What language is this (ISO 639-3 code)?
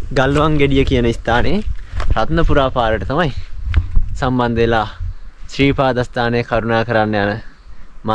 sin